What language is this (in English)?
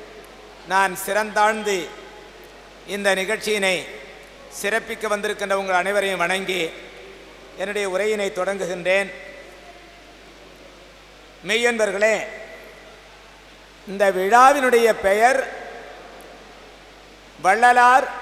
Tamil